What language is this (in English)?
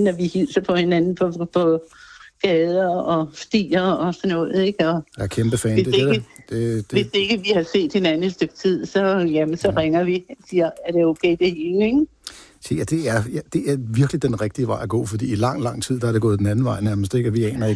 Danish